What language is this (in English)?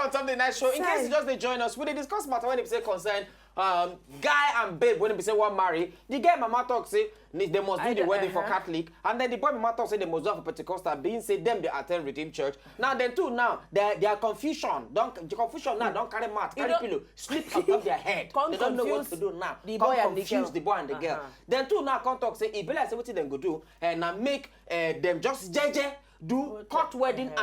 Nigerian Pidgin